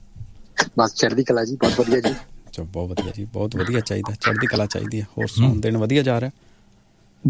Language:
Punjabi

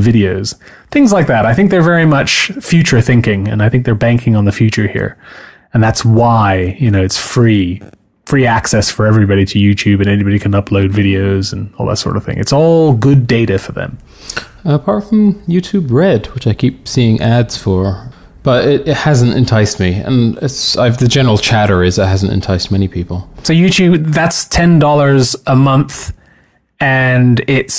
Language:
English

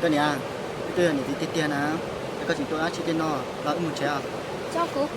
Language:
Hmong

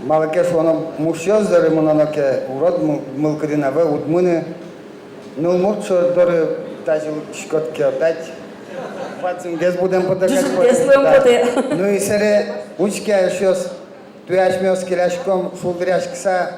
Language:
Udmurt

